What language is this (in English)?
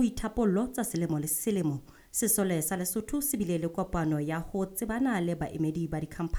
Southern Sotho